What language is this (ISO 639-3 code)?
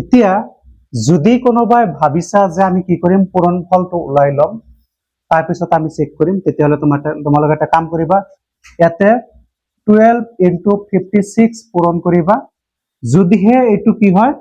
asm